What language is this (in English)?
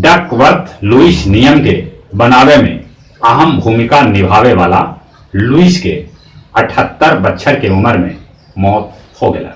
Magahi